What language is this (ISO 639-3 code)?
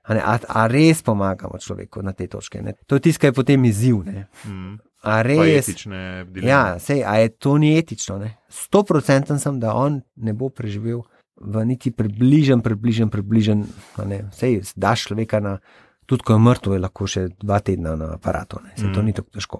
slv